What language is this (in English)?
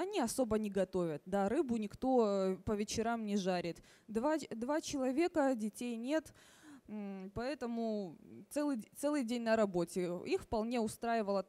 Russian